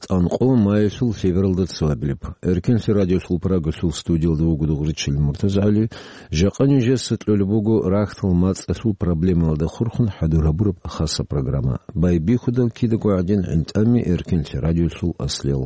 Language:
Avaric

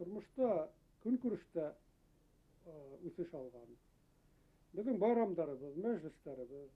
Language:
Bashkir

